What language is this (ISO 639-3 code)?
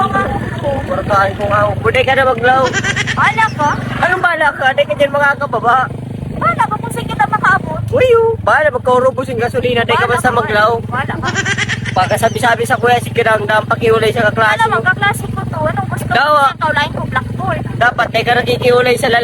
bik